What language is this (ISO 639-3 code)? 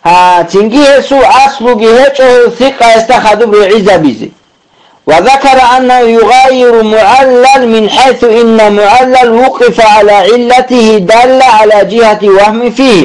ava